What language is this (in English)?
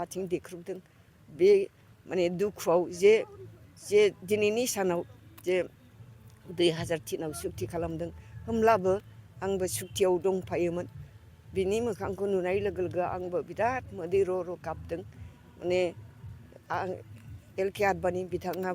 Bodo